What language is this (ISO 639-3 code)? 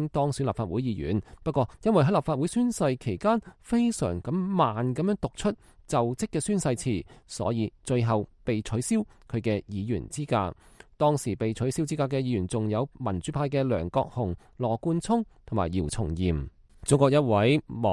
yue